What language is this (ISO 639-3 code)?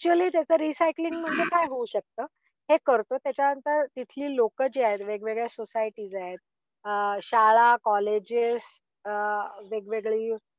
mar